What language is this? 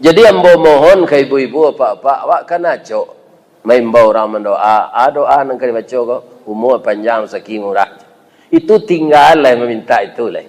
Minangkabau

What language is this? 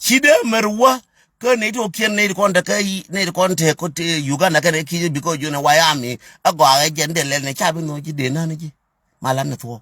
Nuer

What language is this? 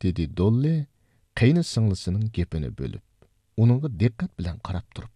Uyghur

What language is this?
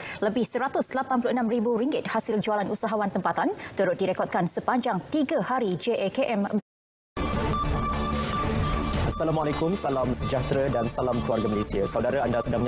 Malay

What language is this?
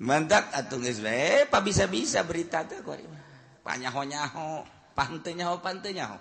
Sundanese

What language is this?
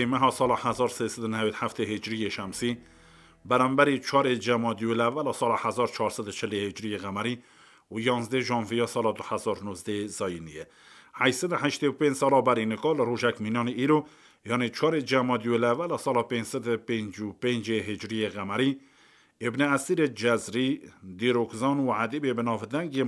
Kurdish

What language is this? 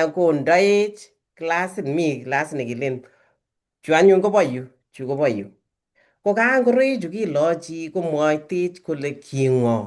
Kalenjin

